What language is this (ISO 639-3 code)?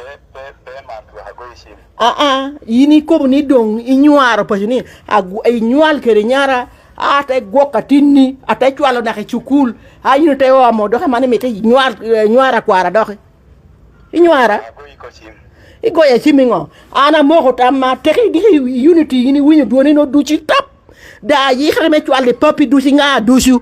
laj